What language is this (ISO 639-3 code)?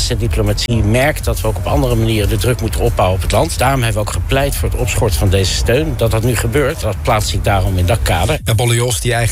nld